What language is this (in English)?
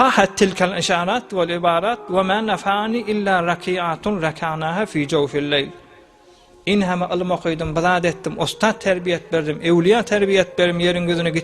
Turkmen